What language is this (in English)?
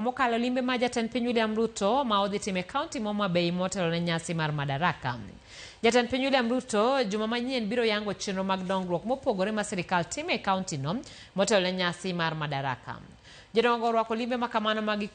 Luo (Kenya and Tanzania)